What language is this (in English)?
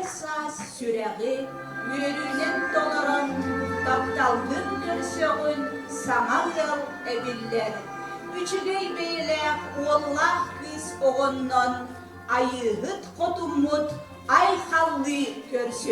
Yakut